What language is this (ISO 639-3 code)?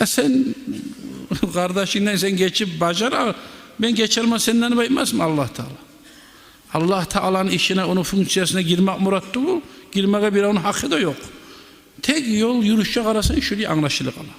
kum